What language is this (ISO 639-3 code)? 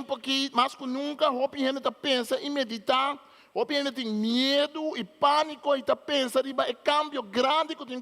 pap